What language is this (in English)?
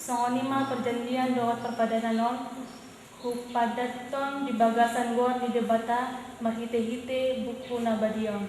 Batak Toba